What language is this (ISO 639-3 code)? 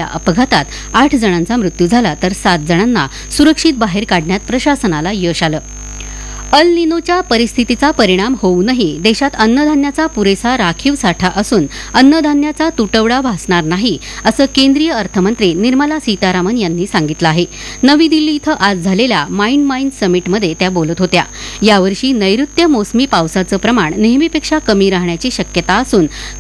mar